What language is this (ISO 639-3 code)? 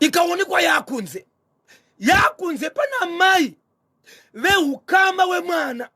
sna